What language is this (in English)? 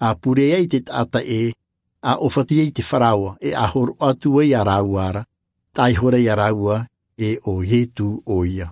Tahitian